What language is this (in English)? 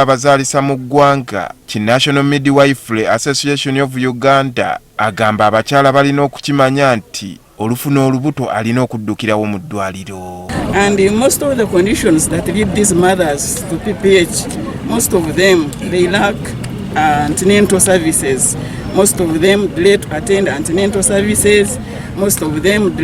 Ganda